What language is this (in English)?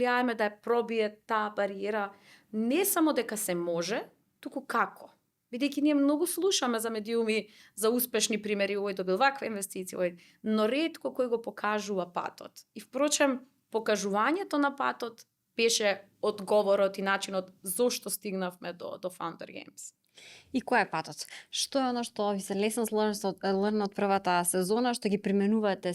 Macedonian